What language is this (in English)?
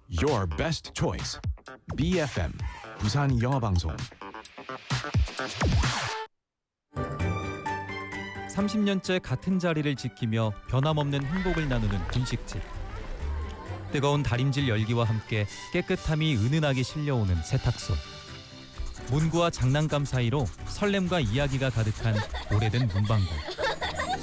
Korean